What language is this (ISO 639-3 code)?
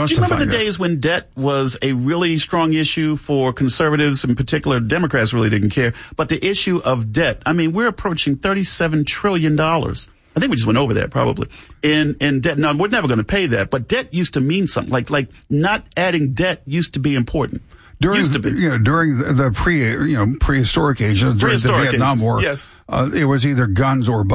eng